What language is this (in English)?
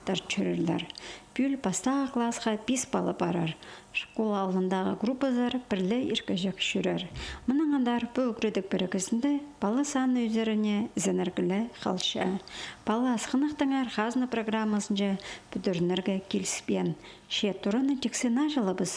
Khakas